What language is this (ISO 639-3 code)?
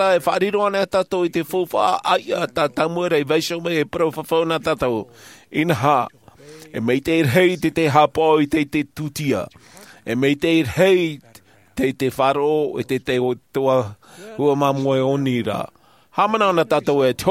tah